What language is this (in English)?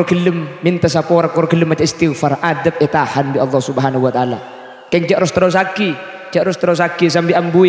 Madurese